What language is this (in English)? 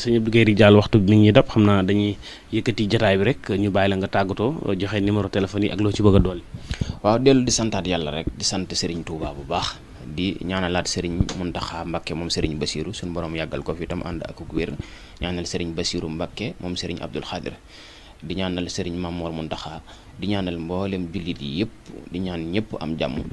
Wolof